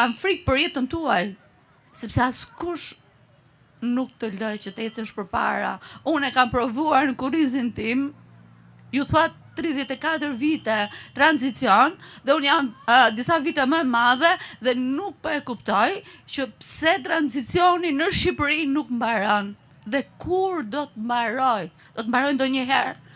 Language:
Albanian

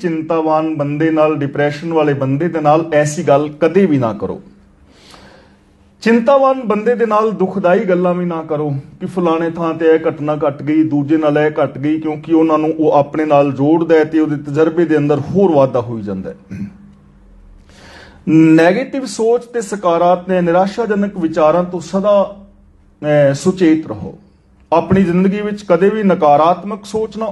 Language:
Punjabi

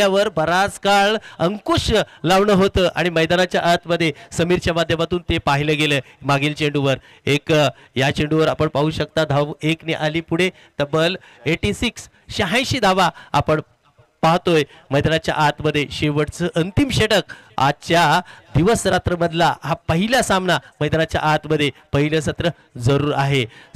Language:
Marathi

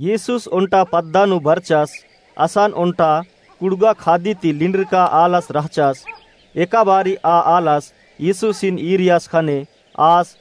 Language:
Kurukh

